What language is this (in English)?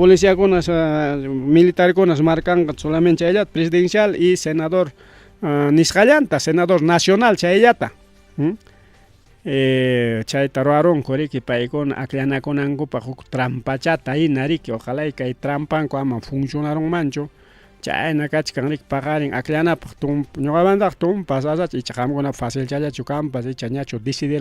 Ayacucho Quechua